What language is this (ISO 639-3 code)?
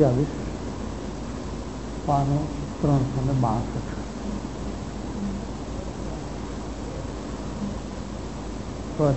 guj